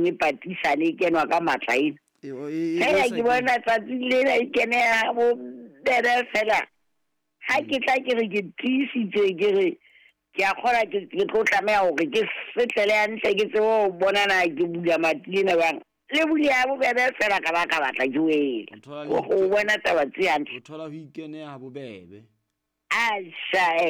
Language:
Southern Sotho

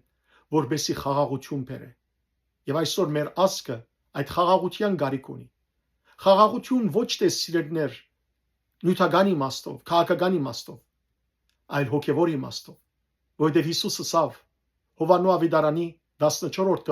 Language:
Western Armenian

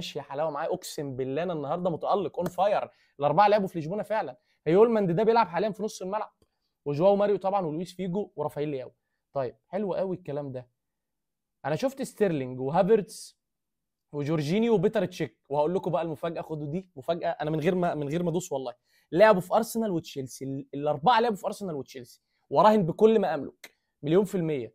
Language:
Egyptian Arabic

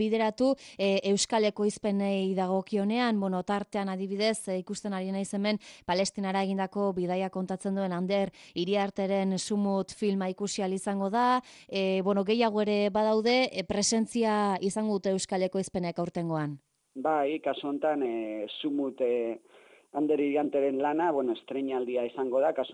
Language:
Basque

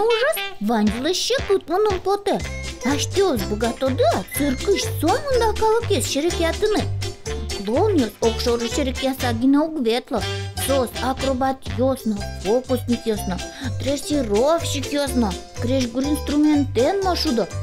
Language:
Udmurt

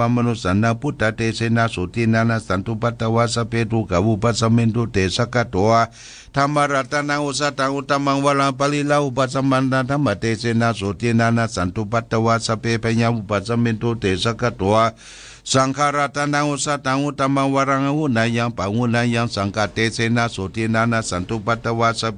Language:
Pali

